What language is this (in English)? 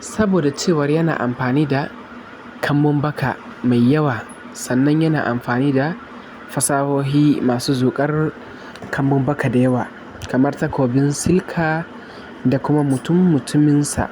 Hausa